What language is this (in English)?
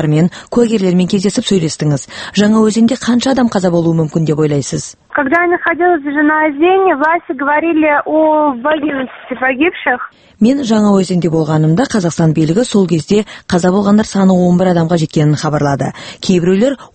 Kazakh